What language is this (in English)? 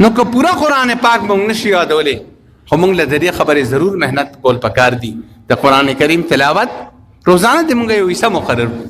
Pashto